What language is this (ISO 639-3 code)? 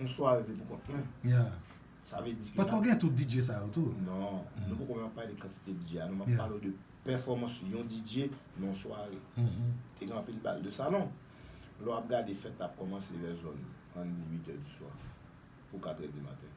hat